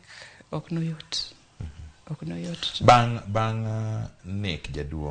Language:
Luo (Kenya and Tanzania)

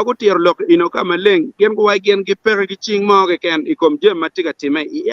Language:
Acoli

